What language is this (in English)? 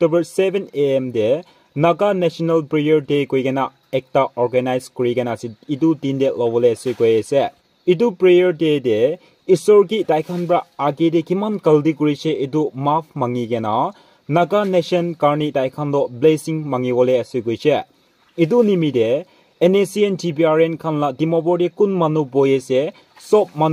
Naga Pidgin